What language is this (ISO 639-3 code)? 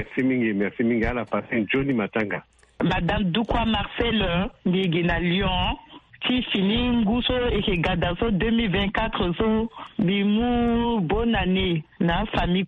sag